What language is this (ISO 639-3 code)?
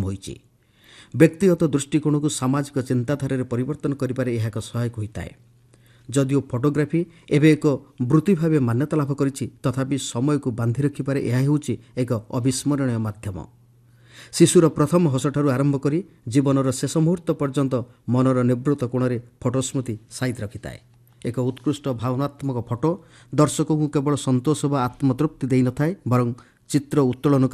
ori